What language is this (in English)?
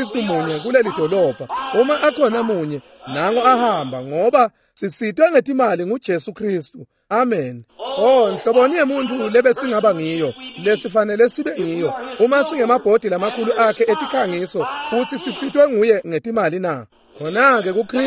Swati